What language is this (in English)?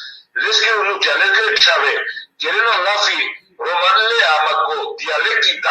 Balkan Romani